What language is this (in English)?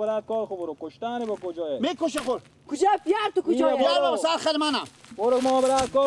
Persian